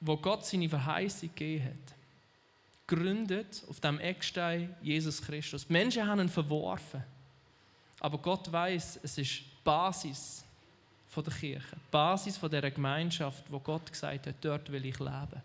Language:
Swiss German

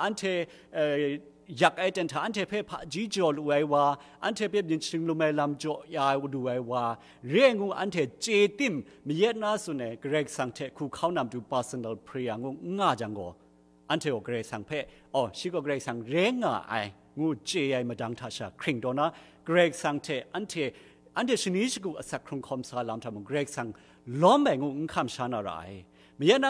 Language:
Kachin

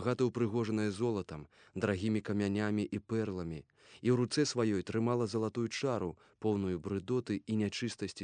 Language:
Belarusian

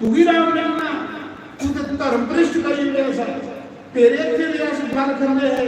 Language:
Dogri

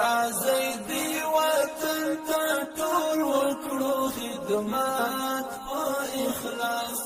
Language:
Pashto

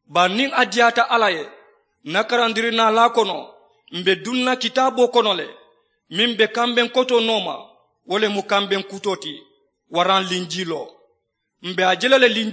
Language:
Mandingo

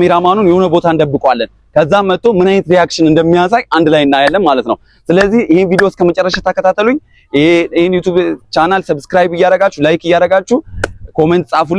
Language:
Amharic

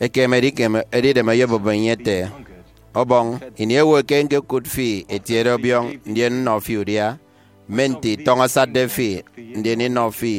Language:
Efik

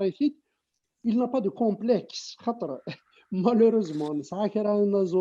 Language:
Kabyle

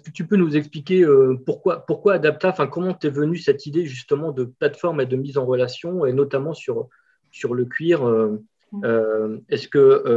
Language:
French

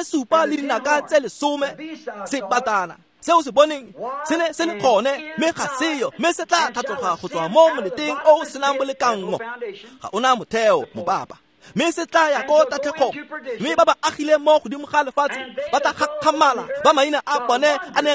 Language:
Tswana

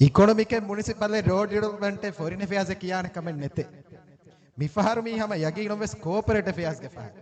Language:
Divehi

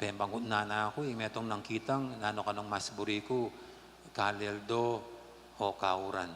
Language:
Pampanga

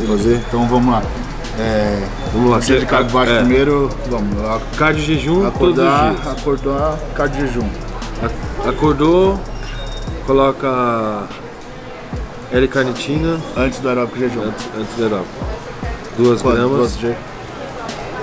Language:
Portuguese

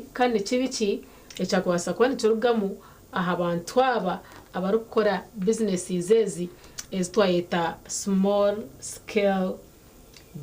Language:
Nyankole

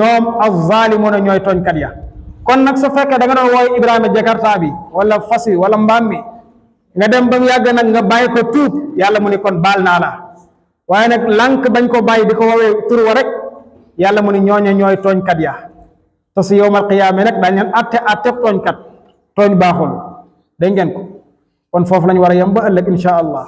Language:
Wolof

